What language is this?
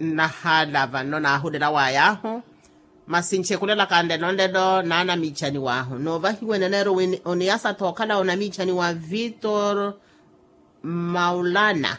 Makhuwa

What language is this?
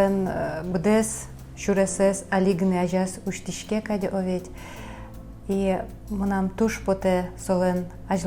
Udmurt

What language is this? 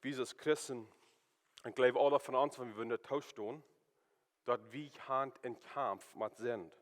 Plautdietsch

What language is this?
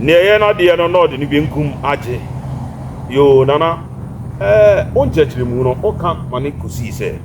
Akan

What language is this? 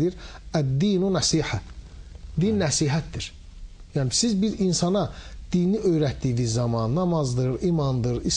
Azerbaijani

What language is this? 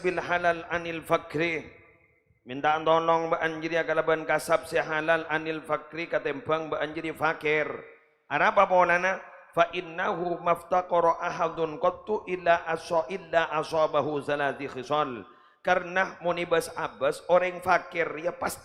Madurese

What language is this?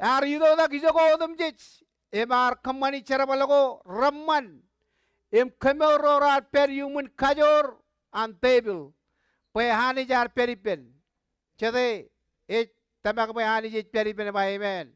Marshallese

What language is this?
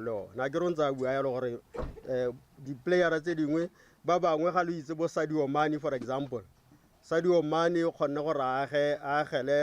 Tswana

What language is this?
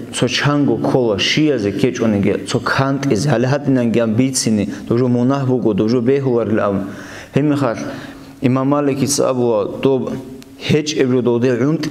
Avaric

